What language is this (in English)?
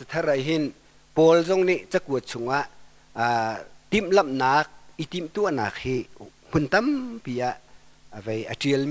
Hakha Chin